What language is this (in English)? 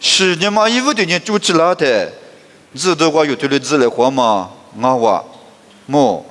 Lisu